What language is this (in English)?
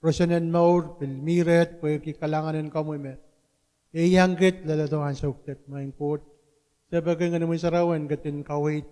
Pohnpeian